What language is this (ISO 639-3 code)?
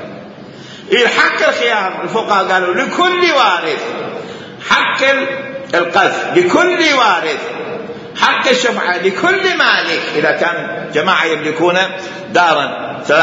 acm